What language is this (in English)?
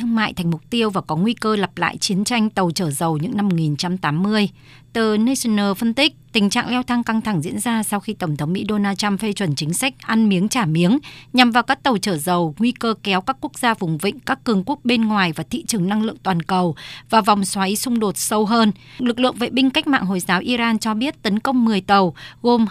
Vietnamese